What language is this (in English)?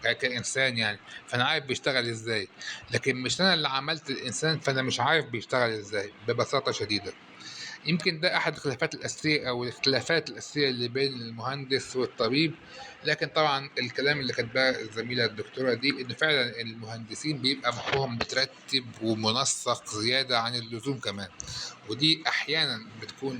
Egyptian Arabic